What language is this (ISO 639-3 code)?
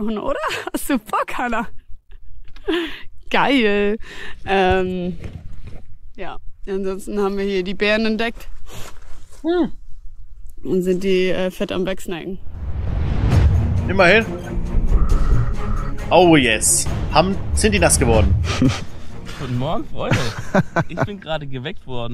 deu